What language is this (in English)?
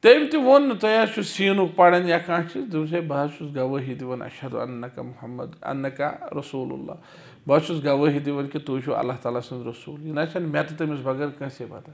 Kashmiri